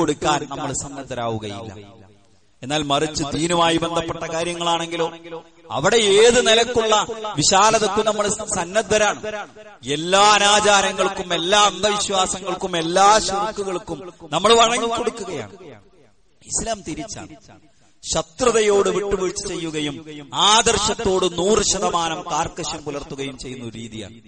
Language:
Malayalam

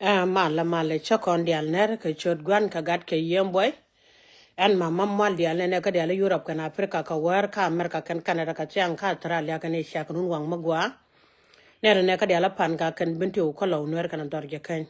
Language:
Nuer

